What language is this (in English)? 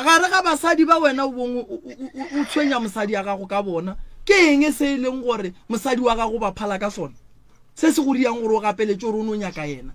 Northern Sotho